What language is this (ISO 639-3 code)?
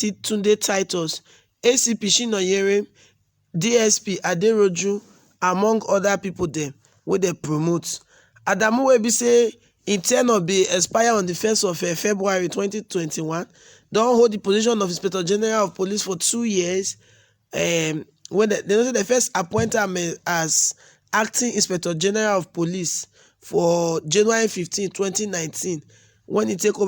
pcm